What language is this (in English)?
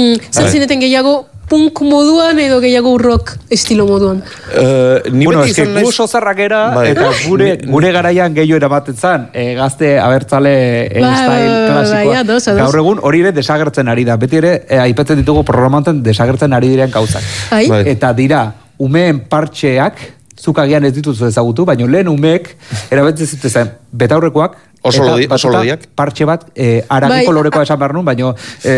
Basque